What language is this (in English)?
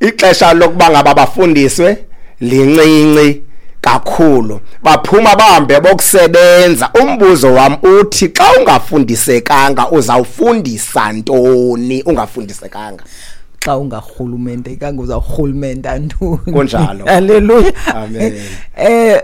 Xhosa